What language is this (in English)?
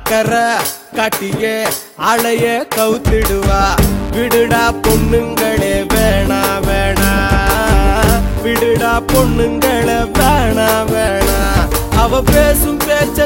Tamil